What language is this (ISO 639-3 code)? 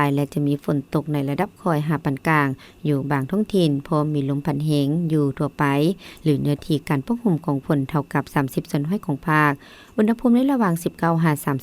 lao